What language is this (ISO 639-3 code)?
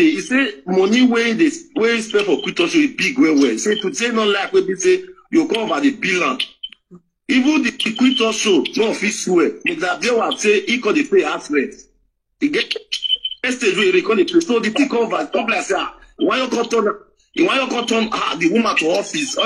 pcm